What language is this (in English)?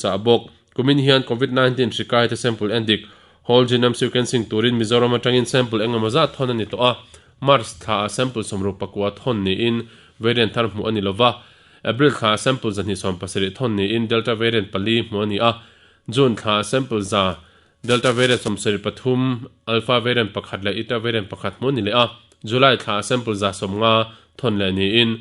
Mizo